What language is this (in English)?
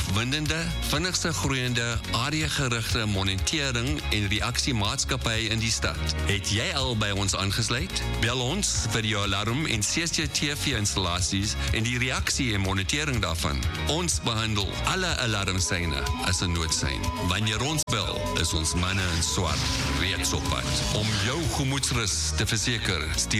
Afrikaans